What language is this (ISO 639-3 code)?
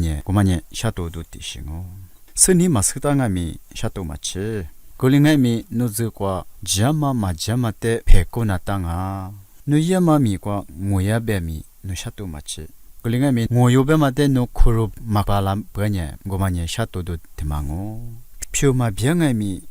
lis